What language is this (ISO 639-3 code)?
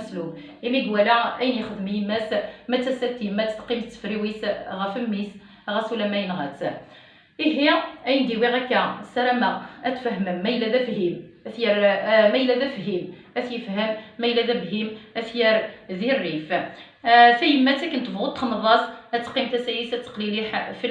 kab